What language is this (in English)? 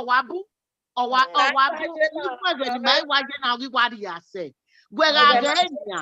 Bini